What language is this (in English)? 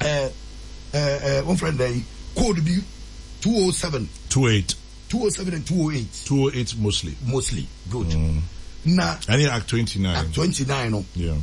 Akan